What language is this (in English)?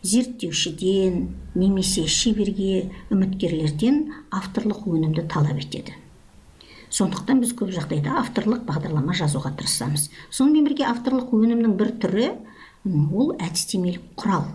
Kazakh